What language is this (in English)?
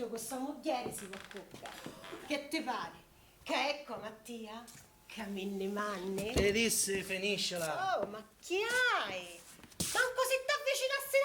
Sicilian